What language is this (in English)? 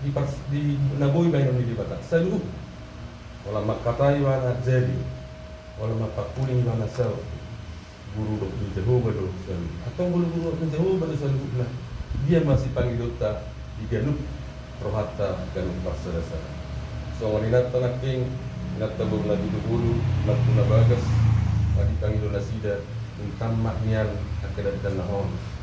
Batak Toba